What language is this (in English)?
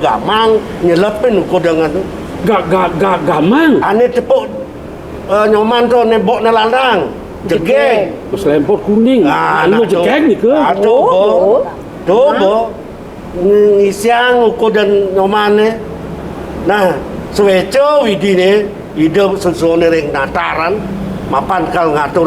Balinese